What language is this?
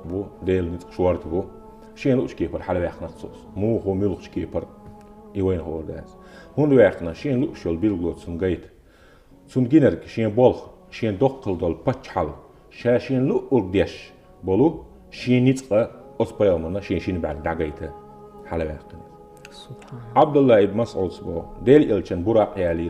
Chechen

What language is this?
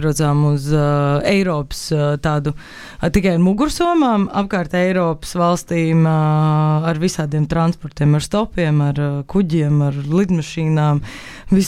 Latvian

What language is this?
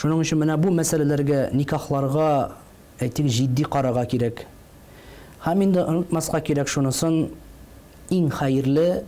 Tatar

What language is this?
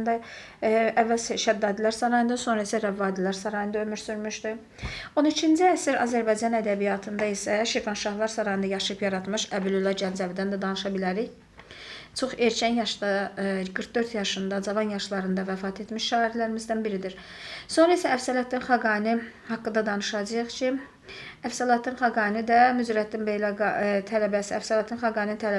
Azerbaijani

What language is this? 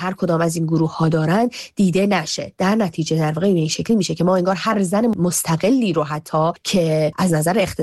Persian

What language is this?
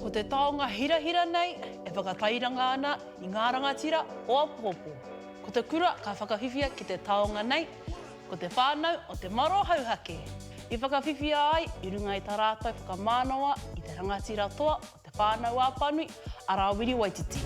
Māori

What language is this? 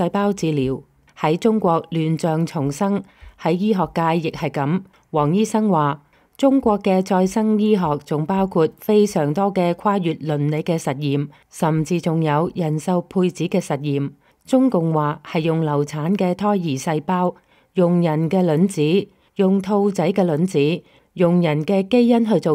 Cantonese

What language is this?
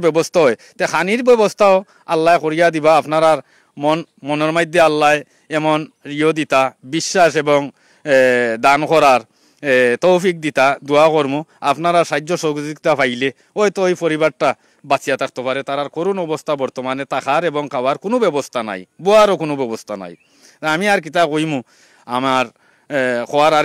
Sylheti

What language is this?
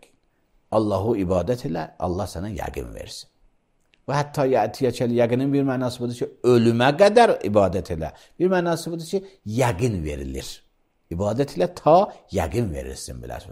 Azerbaijani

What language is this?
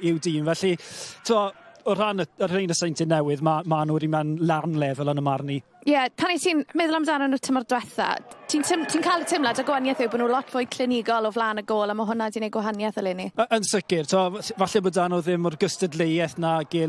Welsh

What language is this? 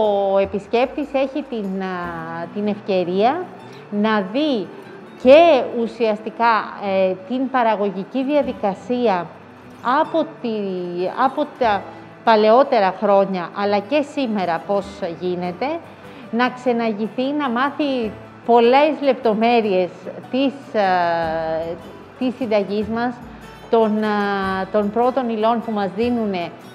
Greek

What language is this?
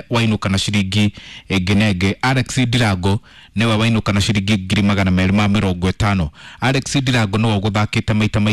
Kikuyu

